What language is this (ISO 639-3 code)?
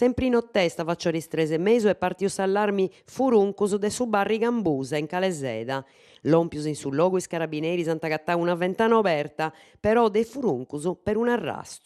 srd